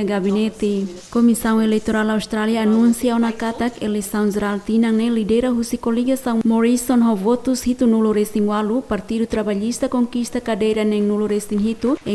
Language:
Tetum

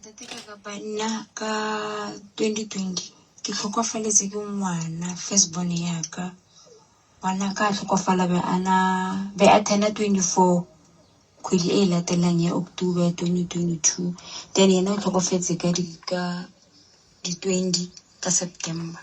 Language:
Northern Sotho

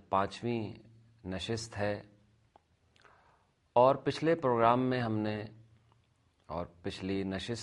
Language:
Urdu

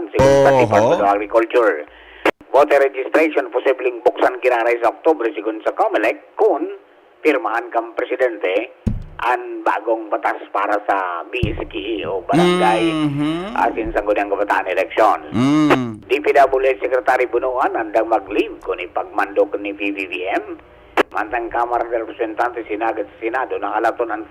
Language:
Bikol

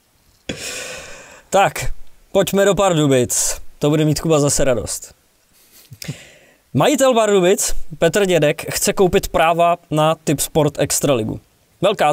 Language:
Czech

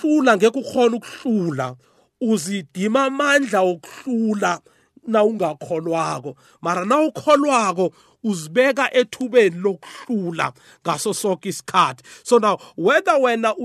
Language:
South Ndebele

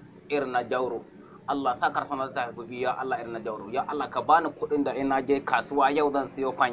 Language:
Hausa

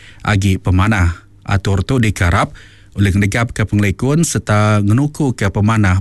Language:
Iban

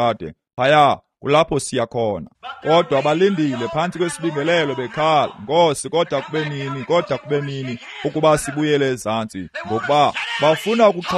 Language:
Xhosa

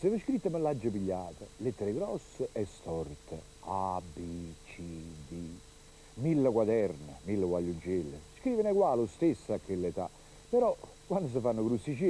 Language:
Neapolitan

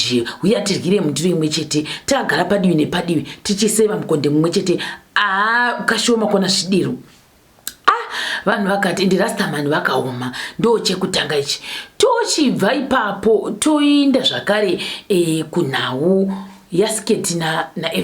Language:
Shona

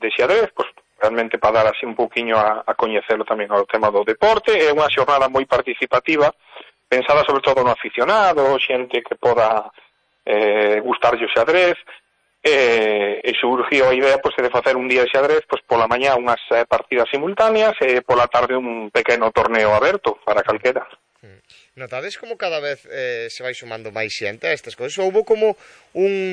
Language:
Galician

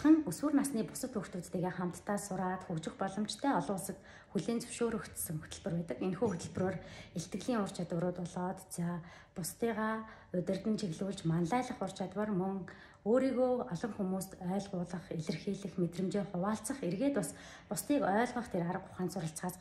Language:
Mongolian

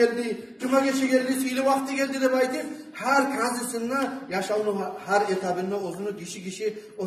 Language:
Kumyk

